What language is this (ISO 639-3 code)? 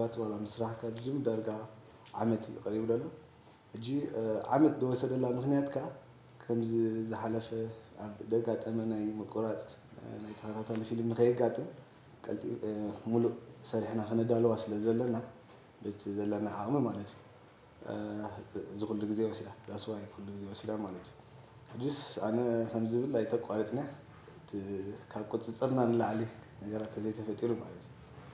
tir